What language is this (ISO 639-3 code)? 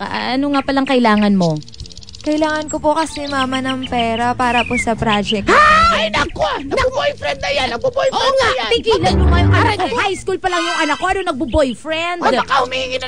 fil